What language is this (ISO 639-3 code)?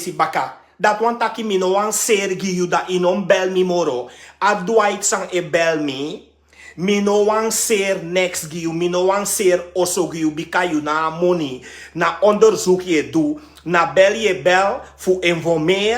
srn